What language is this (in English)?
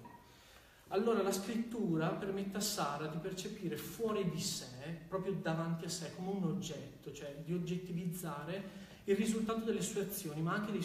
Italian